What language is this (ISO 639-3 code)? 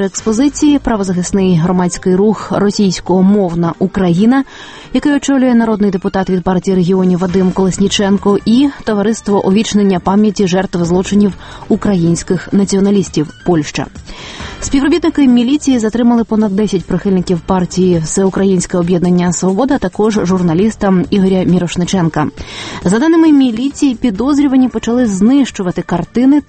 ukr